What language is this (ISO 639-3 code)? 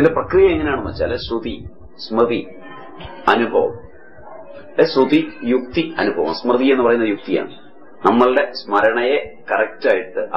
mal